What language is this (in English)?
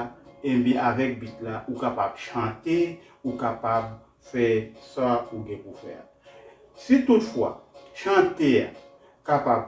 Haitian Creole